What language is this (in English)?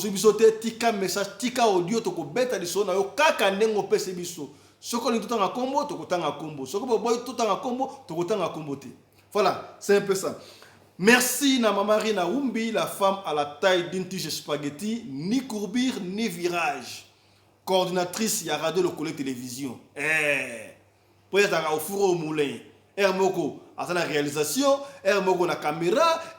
Lingala